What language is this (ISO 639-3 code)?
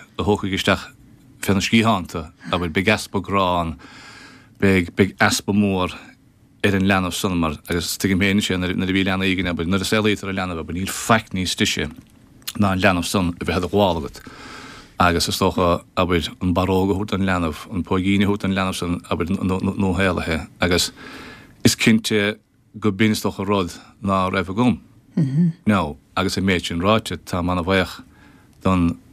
gle